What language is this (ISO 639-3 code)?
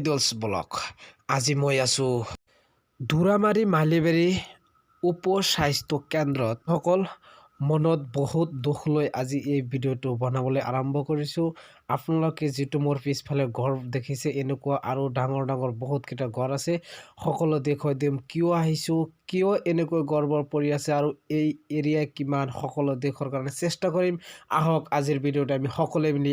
asm